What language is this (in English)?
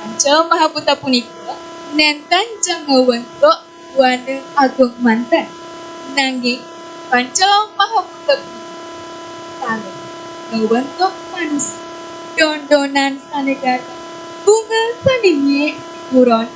Balinese